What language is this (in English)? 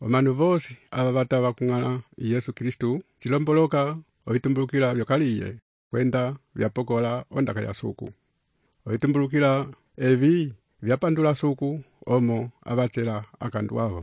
Umbundu